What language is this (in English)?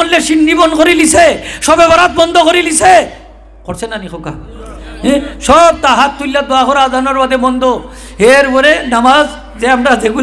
Sylheti